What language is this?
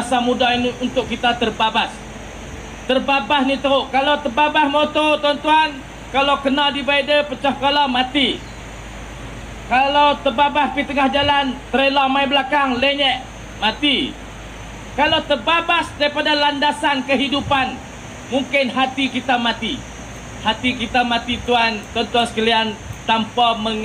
Malay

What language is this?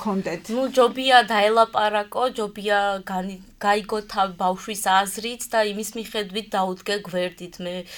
Georgian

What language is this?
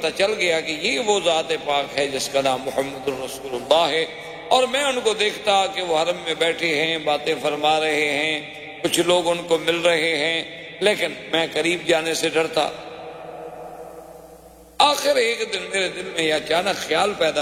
Urdu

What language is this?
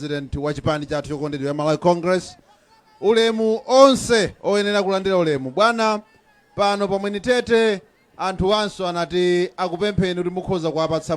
Nyanja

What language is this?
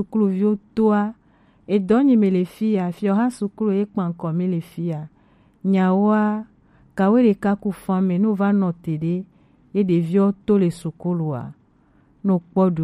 Gen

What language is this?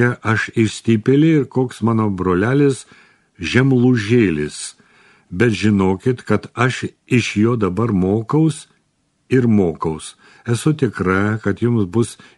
Lithuanian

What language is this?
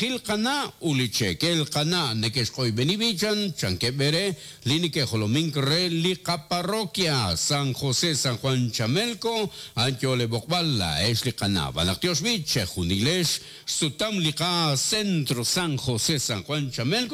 Kekchí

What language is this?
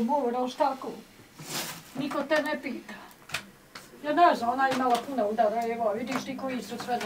Bosnian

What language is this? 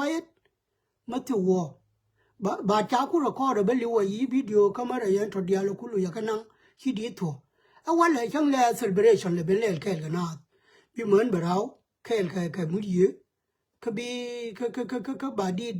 Nuer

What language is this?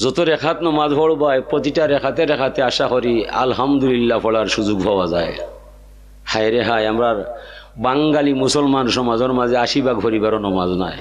Sylheti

